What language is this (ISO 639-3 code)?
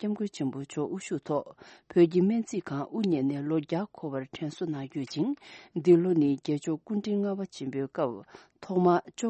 bod